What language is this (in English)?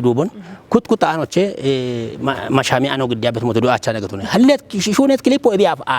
Kafa